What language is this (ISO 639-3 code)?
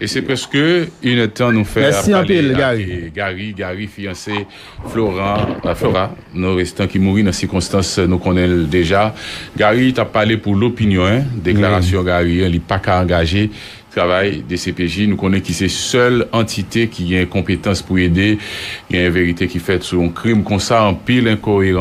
hat